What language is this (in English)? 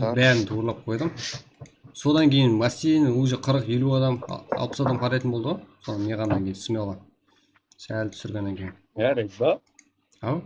Kara-Kalpak